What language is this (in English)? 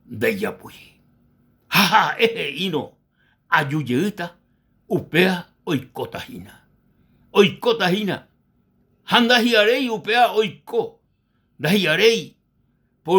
Guarani